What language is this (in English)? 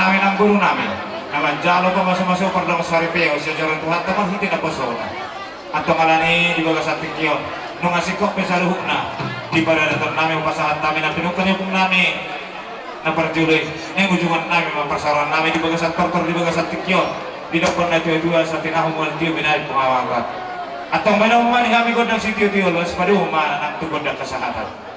Batak Toba